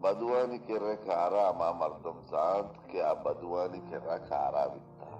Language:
Baluchi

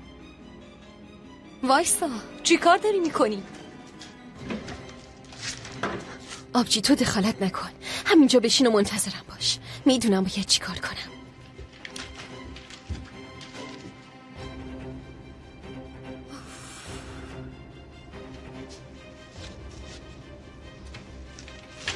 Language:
Persian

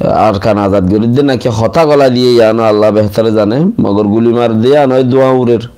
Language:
Rohingya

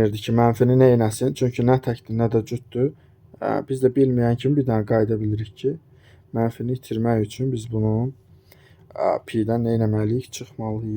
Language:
Azerbaijani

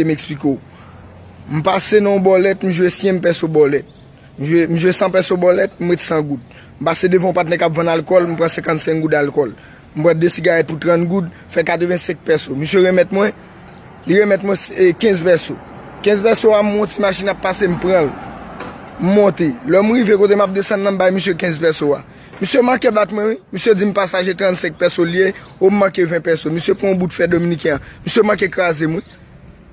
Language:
Haitian Creole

